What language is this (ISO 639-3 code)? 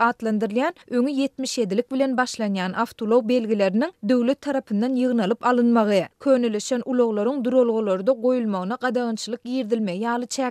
tuk